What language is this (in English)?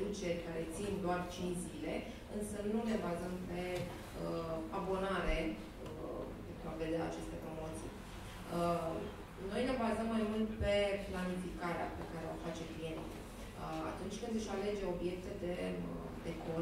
Romanian